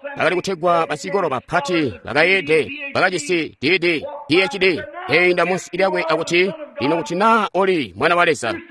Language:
Tonga (Zambia)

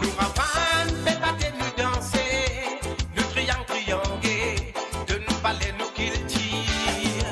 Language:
Morisyen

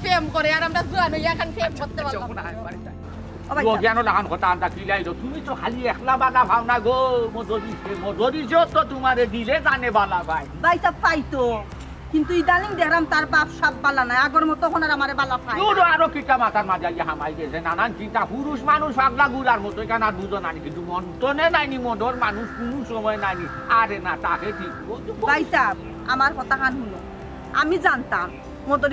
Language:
Sylheti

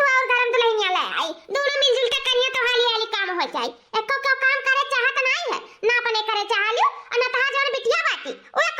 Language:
Awadhi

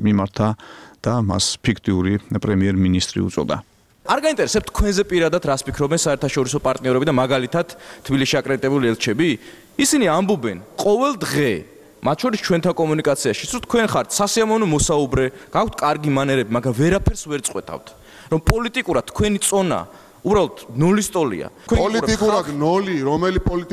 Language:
Georgian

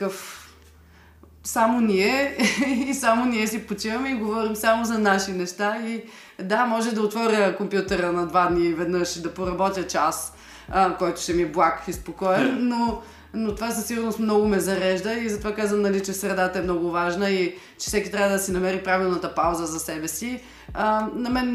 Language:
Bulgarian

